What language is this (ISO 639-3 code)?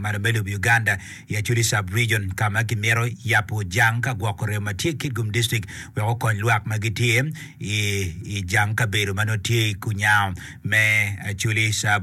ach